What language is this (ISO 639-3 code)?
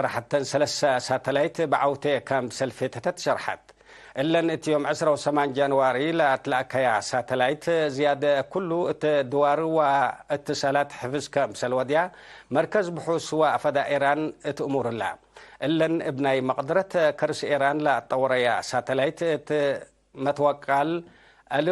tig